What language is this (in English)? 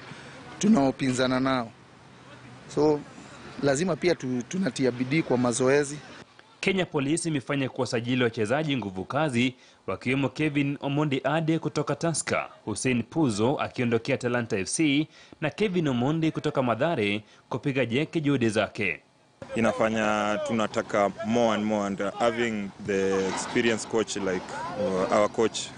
Swahili